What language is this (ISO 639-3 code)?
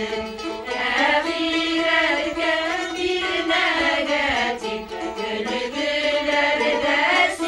bak